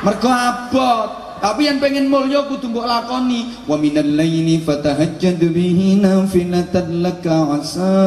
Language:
Javanese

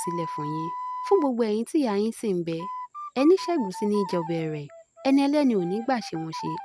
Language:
Yoruba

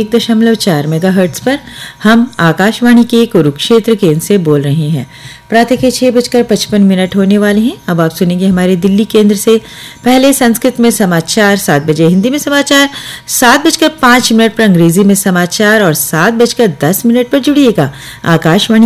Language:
Hindi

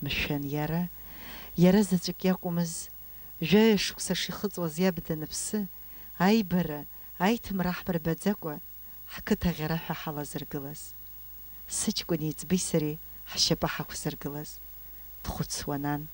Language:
Abkhazian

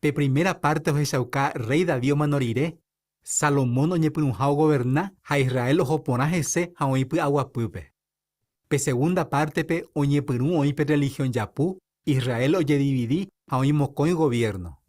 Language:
Guarani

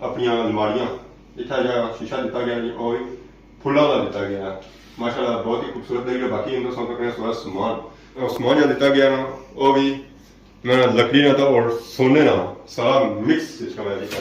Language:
Pahari-Potwari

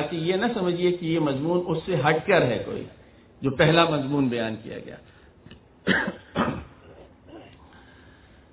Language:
Urdu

